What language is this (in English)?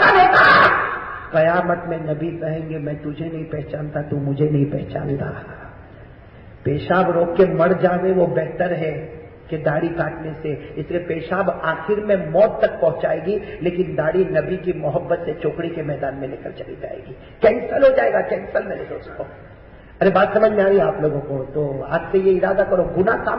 Urdu